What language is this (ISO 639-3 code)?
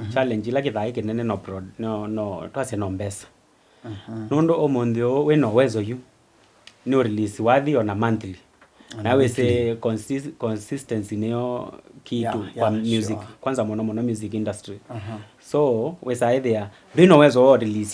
kam